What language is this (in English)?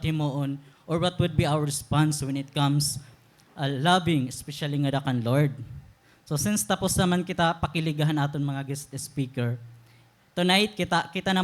Waray